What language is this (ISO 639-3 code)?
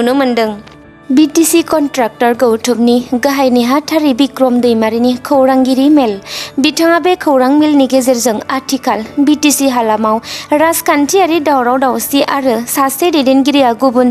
brx